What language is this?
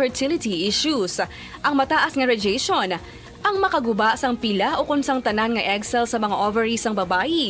Hiligaynon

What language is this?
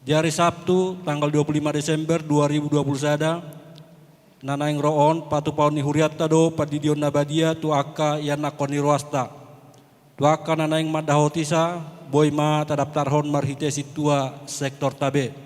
Batak Toba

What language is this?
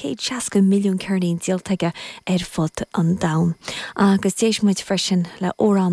Irish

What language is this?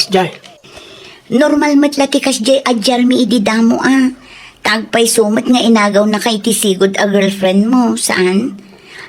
Iloko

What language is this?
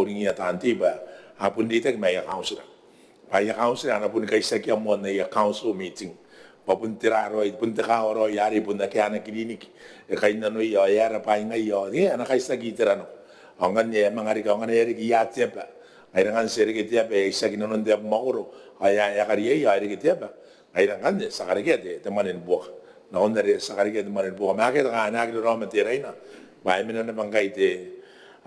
Gilbertese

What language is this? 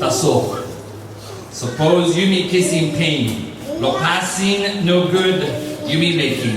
Tok Pisin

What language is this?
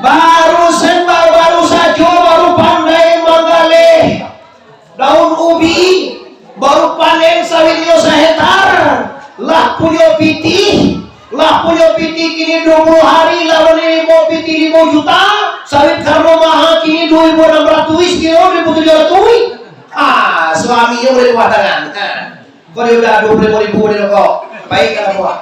Minangkabau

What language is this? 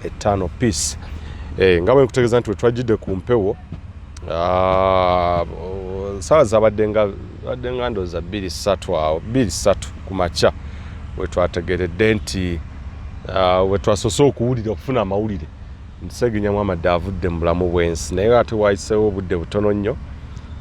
Ganda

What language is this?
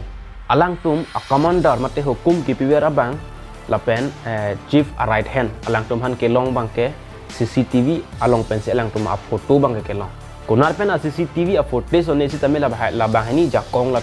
Karbi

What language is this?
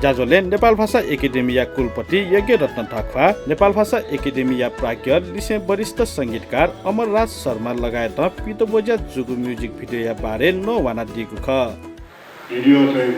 Newari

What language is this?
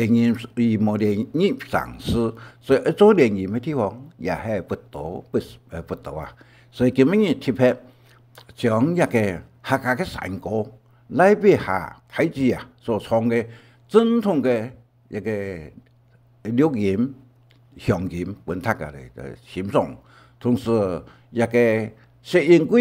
Hakka Chinese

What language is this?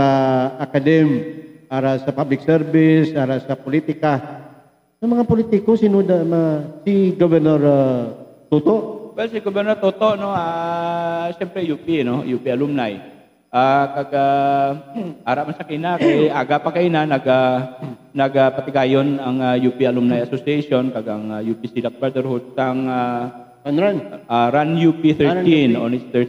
Hiligaynon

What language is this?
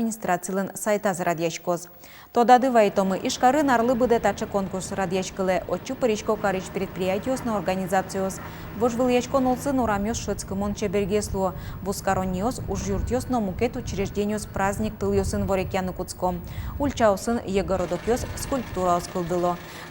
Udmurt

